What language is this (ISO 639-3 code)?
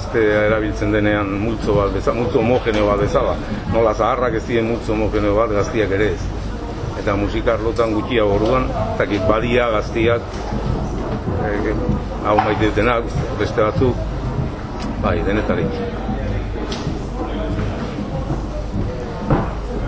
eus